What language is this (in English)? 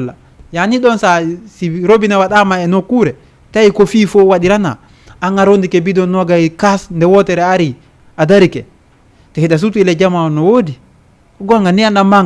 Fula